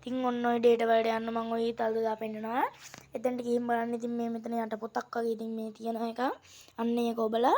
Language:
Sinhala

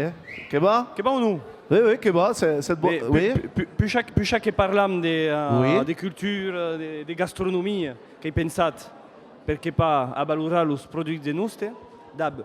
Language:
Occitan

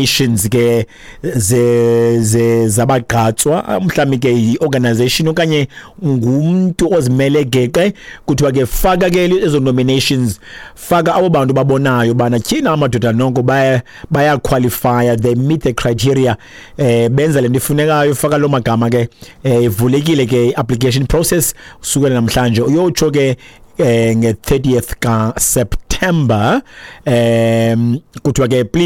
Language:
Xhosa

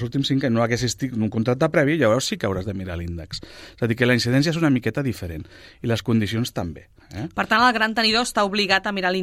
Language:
Catalan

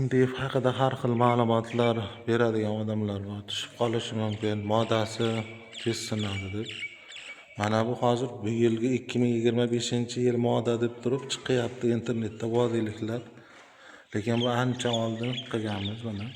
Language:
Uzbek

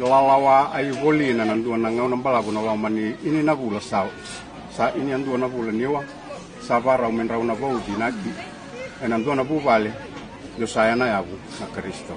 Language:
Fijian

